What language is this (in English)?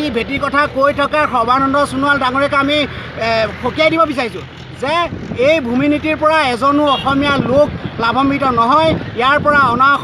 Assamese